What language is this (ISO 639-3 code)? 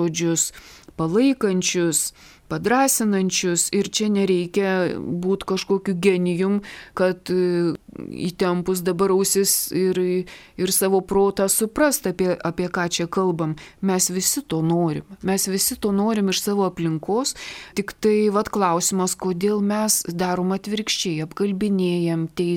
lit